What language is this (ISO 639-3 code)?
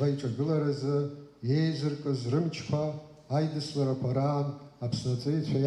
abk